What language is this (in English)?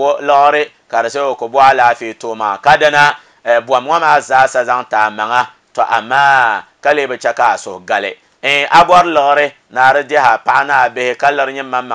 Dagbani